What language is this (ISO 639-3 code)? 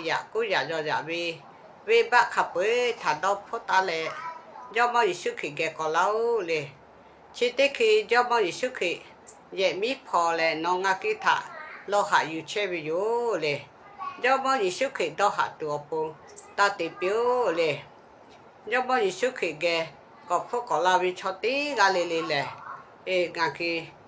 lhu